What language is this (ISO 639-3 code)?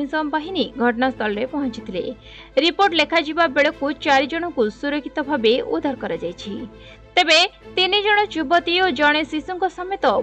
ori